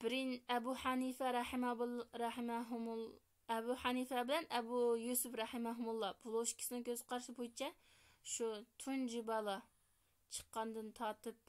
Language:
Uyghur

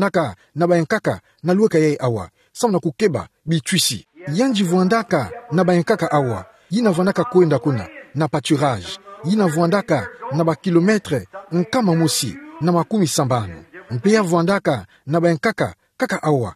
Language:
Kituba (Democratic Republic of Congo)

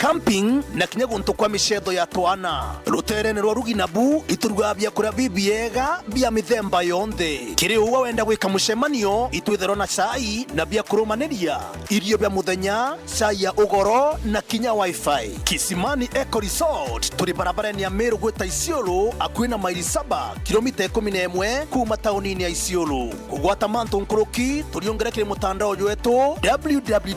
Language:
Meru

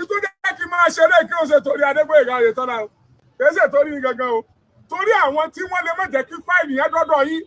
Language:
Yoruba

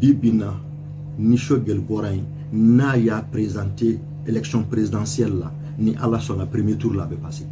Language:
Bambara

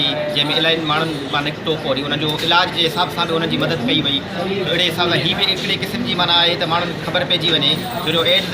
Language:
Sindhi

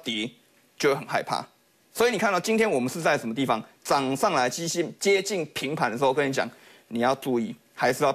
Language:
Chinese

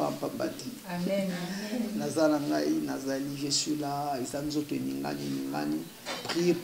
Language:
Lingala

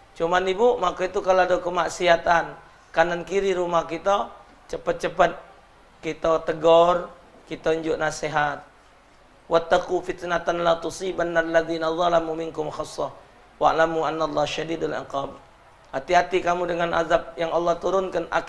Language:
Musi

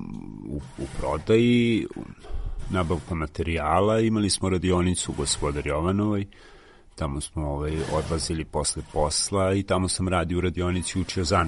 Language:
Serbian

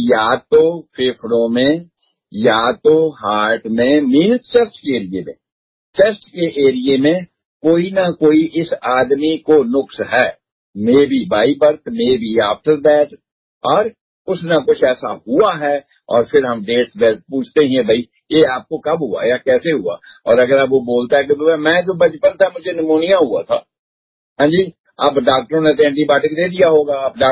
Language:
Hindi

